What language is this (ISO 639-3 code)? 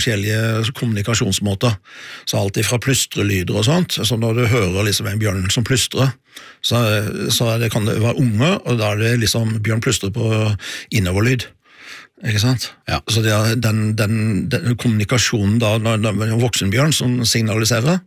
nor